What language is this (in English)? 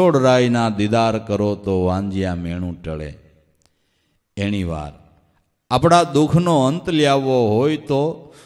Gujarati